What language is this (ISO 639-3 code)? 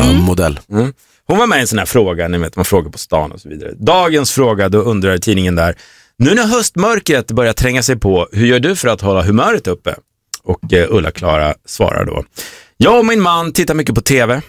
swe